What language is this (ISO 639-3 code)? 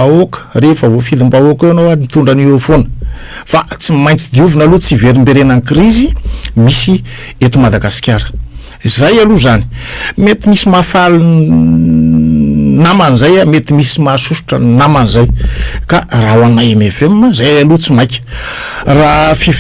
mlg